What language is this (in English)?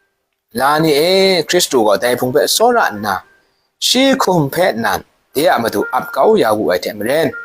Kachin